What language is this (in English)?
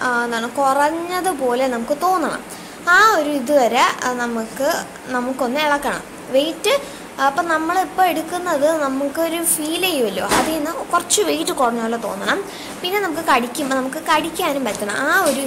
Malayalam